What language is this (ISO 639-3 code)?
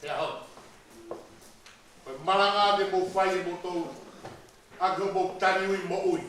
ton